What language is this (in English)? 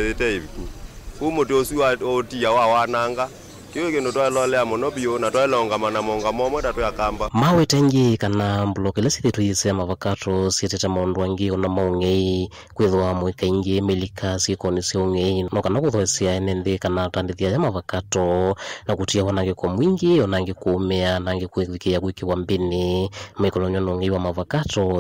Kamba